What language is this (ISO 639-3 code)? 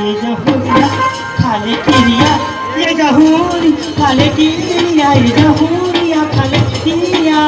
hne